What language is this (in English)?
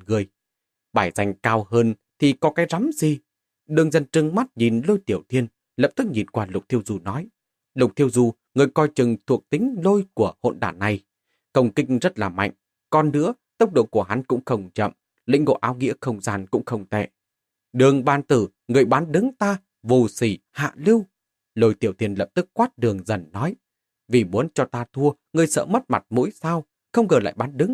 Vietnamese